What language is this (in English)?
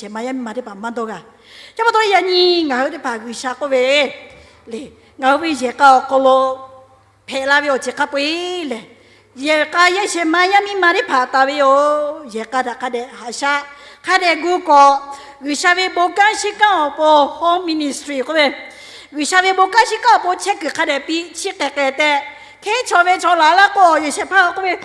Lahu